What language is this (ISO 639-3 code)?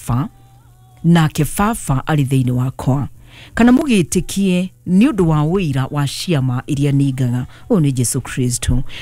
kik